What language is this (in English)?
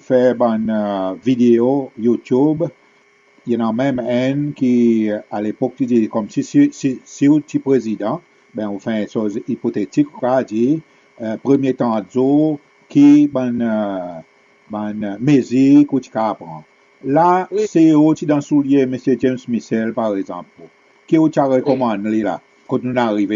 Seselwa Creole French